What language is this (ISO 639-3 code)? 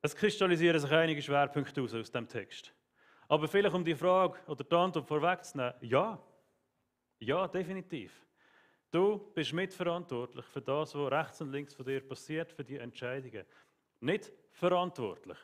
gsw